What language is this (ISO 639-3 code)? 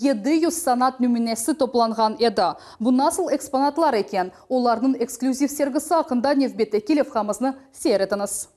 crh